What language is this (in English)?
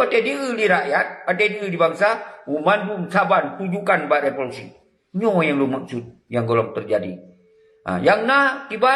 Achinese